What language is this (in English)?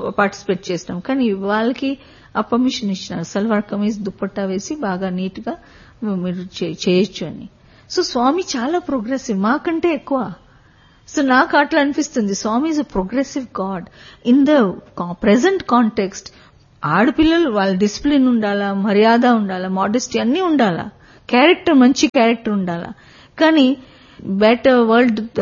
Telugu